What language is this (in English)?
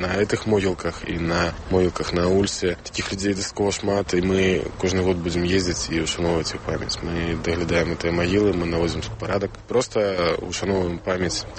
Belarusian